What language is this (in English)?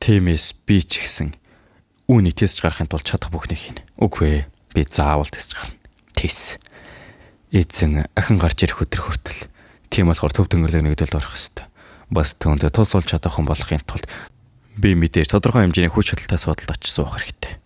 Mongolian